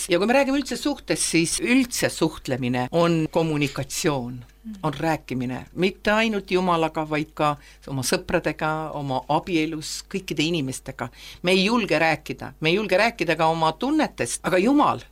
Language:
Estonian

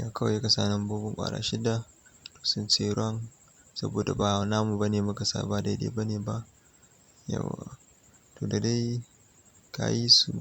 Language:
Hausa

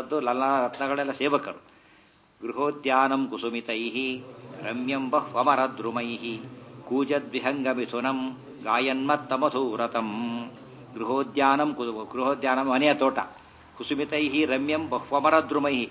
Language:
Kannada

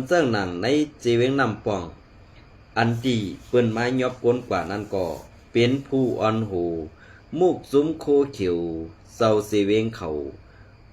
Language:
Shan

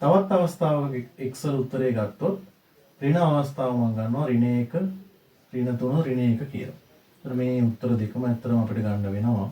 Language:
Sinhala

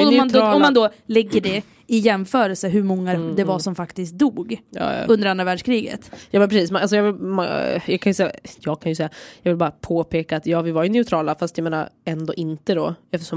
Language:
Swedish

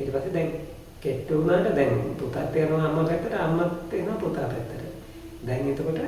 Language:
Sinhala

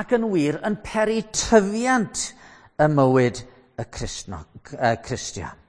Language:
Welsh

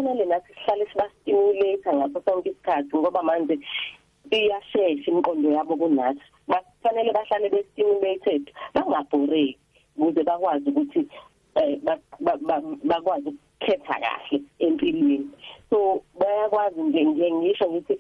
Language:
South Ndebele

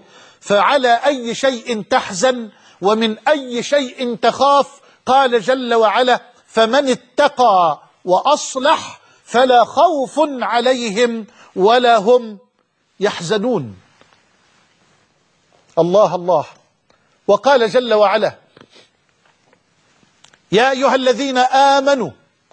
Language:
Arabic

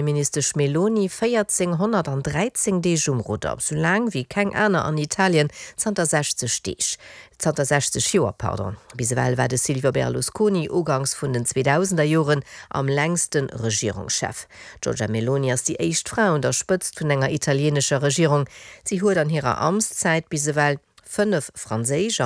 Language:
Luxembourgish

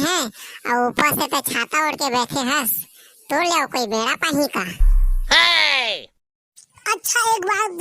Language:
Chhattisgarhi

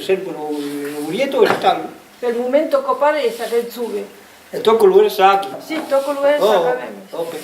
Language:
Occitan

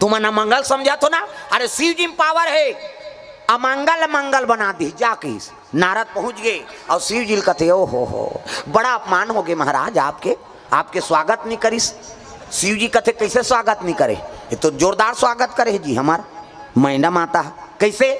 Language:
Chhattisgarhi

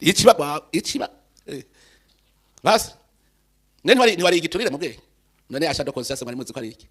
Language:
Rundi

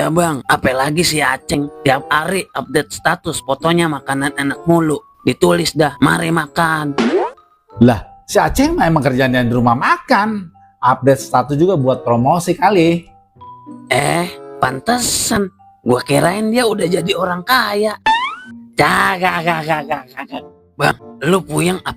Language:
Betawi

